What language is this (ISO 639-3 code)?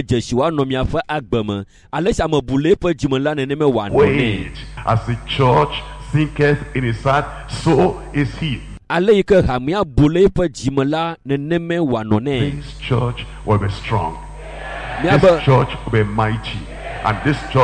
ewe